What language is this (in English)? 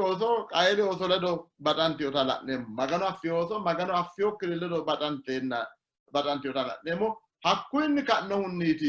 Sidamo